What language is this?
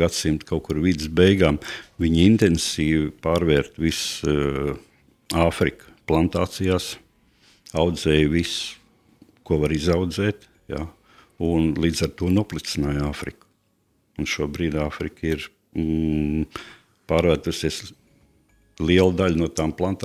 Latvian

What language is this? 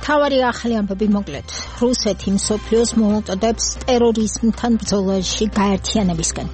Georgian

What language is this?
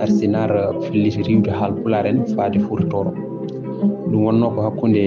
Fula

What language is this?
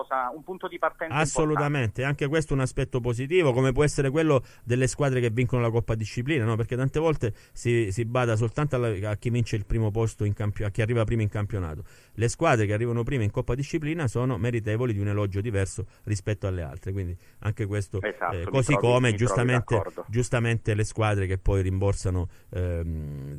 Italian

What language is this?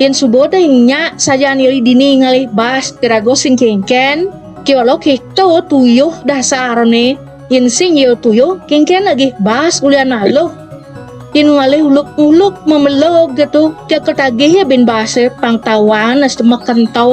Balinese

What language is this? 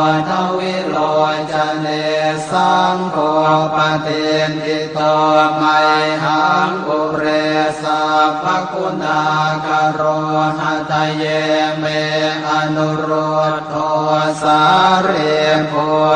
Pali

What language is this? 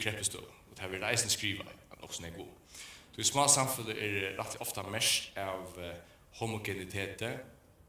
Faroese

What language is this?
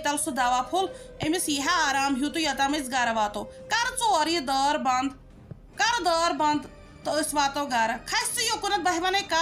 Kashmiri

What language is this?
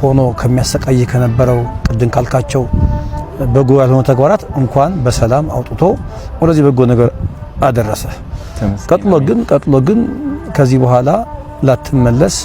Amharic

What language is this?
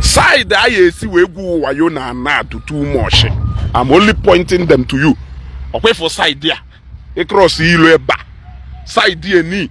Igbo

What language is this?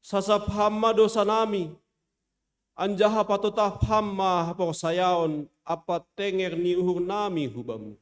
Batak Simalungun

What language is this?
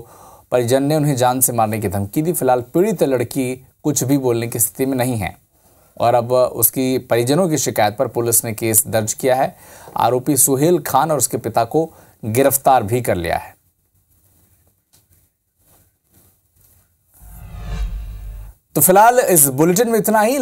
Hindi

